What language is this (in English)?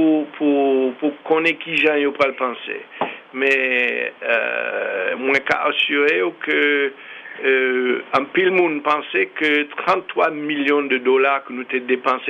Haitian Creole